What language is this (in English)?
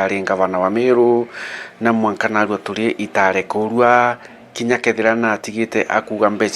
Meru